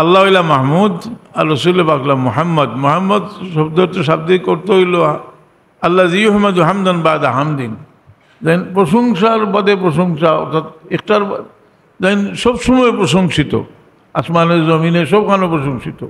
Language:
Sylheti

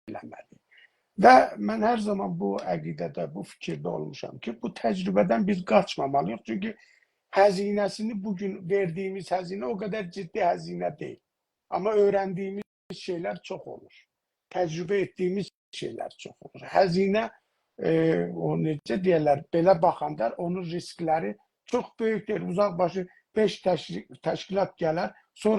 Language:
South Azerbaijani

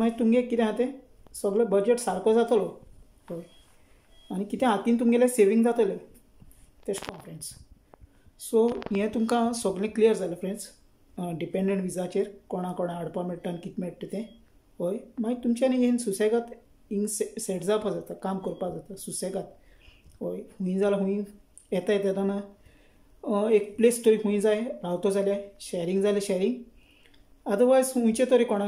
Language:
Konkani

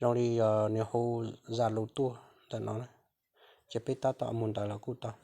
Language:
Hmong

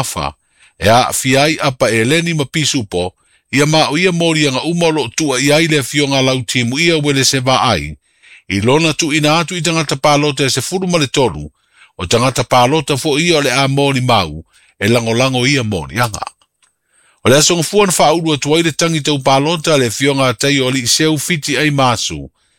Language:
Samoan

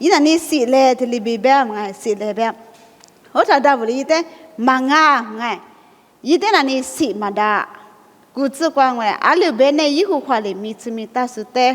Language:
Lisu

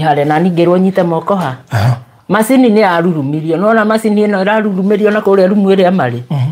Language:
Kikuyu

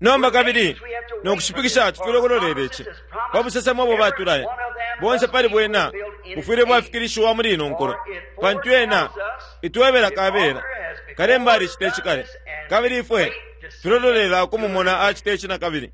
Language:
Bemba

